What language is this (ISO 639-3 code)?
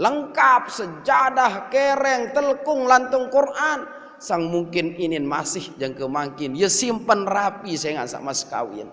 sas